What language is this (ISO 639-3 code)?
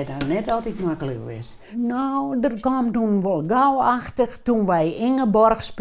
fry